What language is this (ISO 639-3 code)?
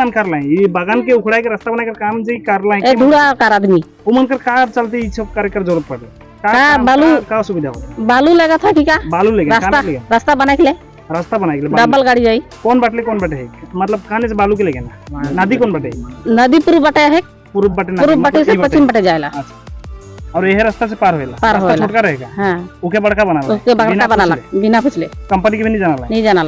sck